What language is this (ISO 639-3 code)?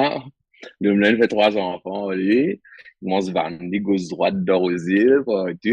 mfe